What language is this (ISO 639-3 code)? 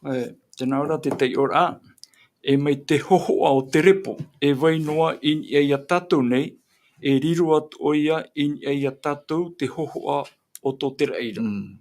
tah